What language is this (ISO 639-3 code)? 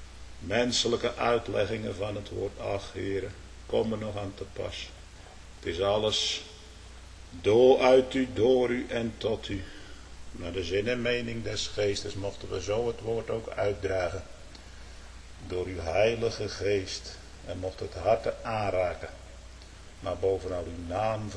nld